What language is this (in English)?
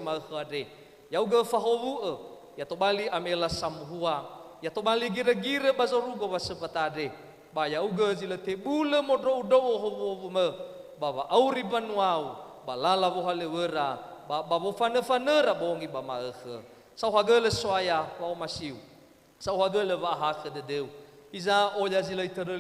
Nias